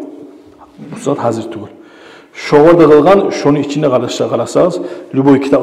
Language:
Kumyk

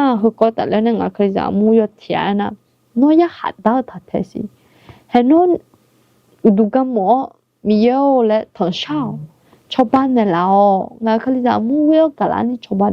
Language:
Akha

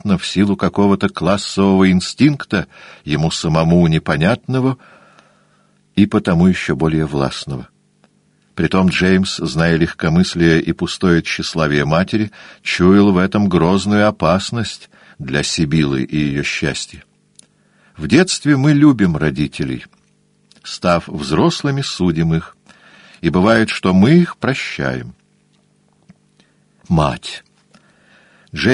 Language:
Russian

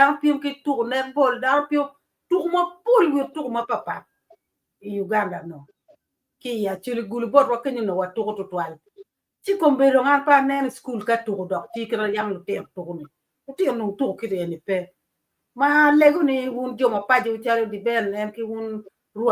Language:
Acoli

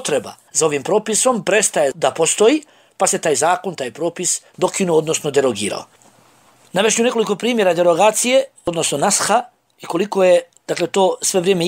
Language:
Bosnian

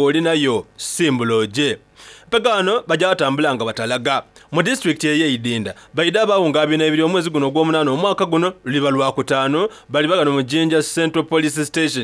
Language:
Soga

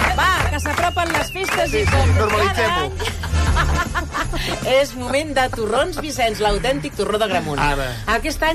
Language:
Catalan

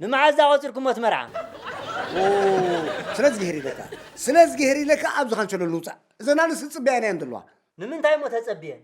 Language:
Tigrinya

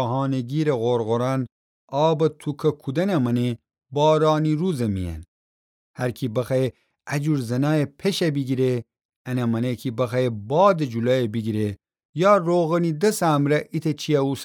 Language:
Gilaki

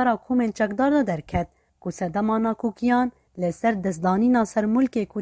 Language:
Kurdish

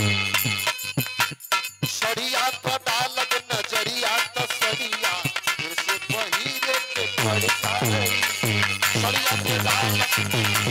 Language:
Bhojpuri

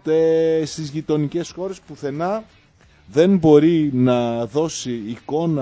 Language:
Greek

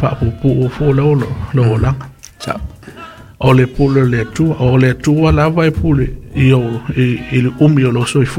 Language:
Samoan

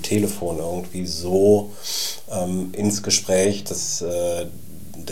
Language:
German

